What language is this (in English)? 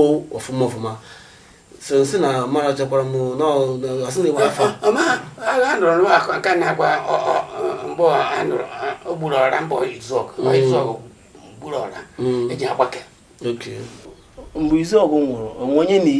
Igbo